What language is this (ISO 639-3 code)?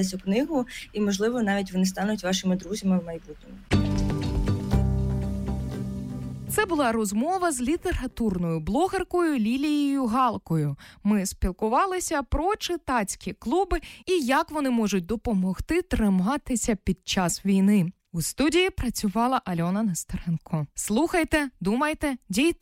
ukr